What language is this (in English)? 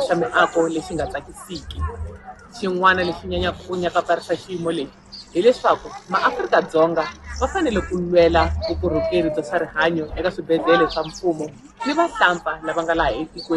Tsonga